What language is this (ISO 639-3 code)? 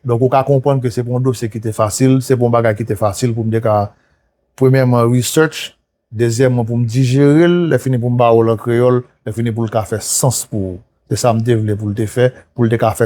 hat